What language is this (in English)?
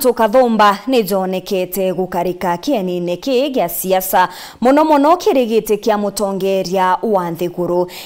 Meru